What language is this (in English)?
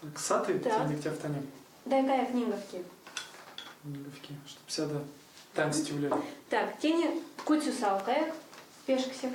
Erzya